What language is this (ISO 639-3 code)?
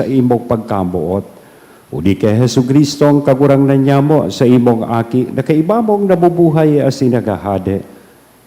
bik